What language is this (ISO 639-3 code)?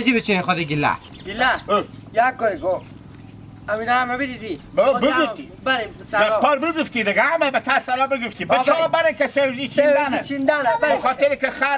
haz